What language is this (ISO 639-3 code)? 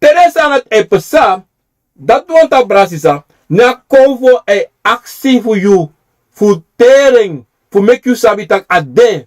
srn